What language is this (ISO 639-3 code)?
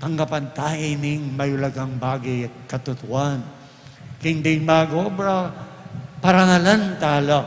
pam